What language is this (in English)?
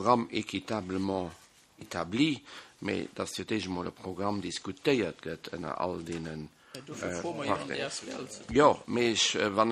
Luxembourgish